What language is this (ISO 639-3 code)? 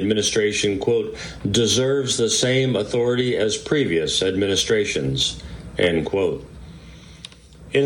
eng